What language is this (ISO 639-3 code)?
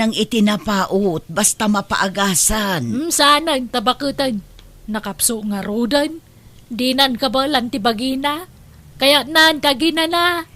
ilo